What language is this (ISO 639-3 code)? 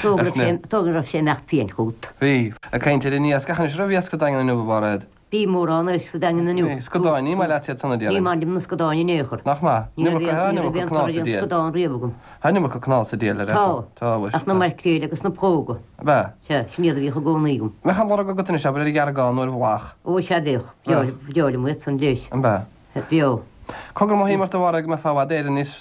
gle